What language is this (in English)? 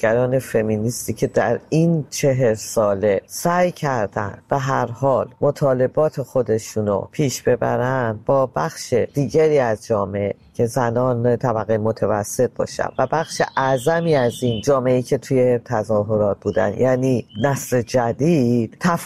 Persian